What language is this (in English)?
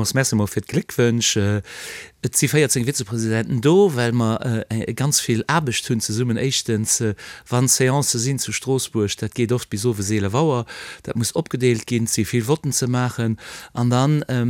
Luxembourgish